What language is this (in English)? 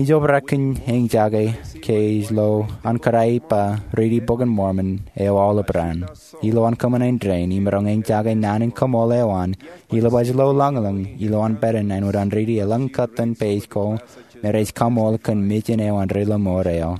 Marshallese